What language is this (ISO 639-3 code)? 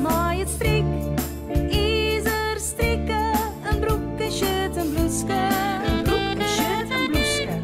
fry